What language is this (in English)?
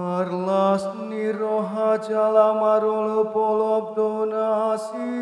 Batak Toba